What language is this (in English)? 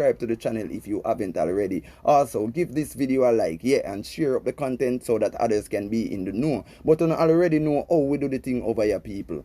Jamaican Creole English